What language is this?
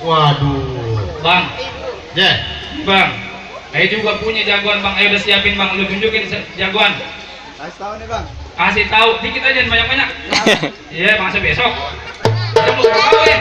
Betawi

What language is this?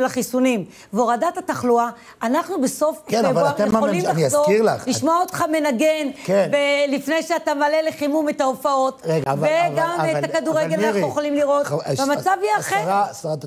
Hebrew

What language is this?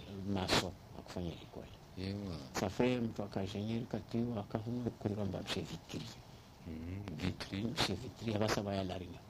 Swahili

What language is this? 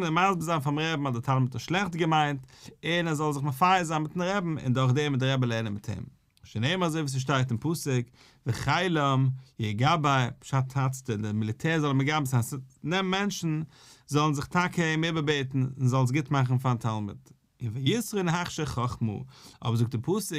Yiddish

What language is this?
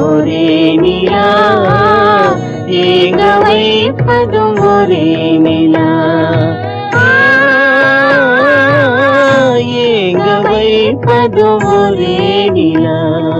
Tamil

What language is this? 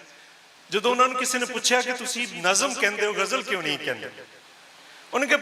Western Panjabi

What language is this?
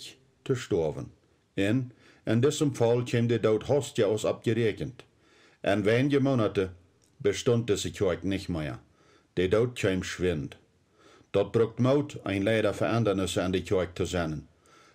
Plautdietsch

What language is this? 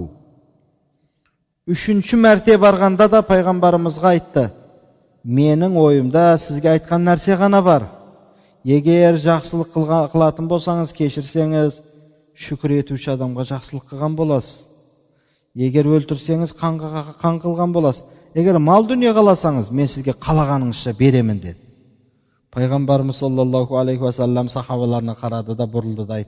Kazakh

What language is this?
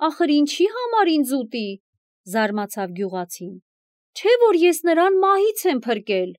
Armenian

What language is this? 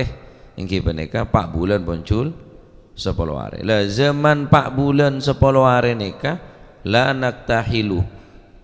Madurese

